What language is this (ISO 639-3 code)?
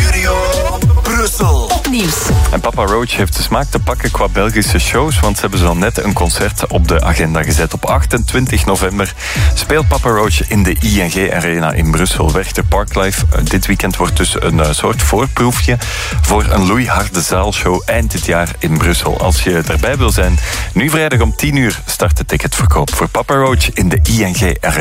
nld